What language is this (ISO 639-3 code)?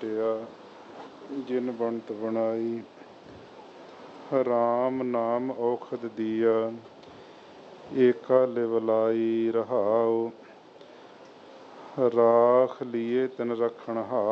pan